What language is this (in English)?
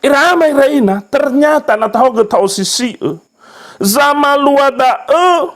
Nias